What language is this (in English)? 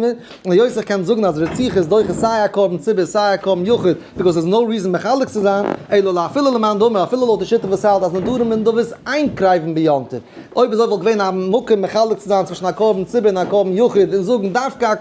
Yiddish